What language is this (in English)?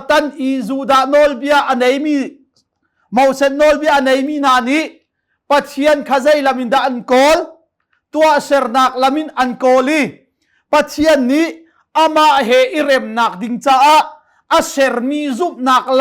Hakha Chin